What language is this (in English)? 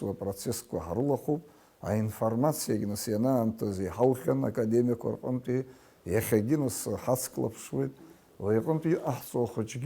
Abkhazian